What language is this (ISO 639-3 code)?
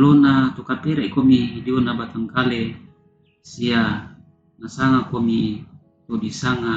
sda